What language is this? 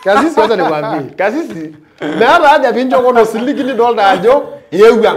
Masai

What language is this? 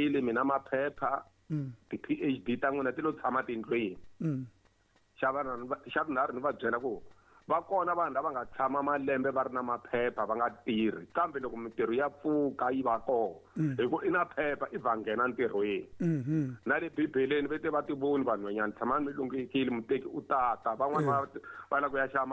Tsonga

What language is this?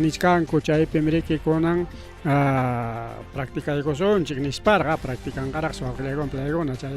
Ayacucho Quechua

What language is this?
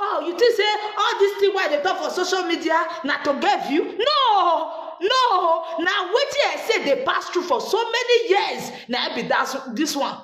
Nigerian Pidgin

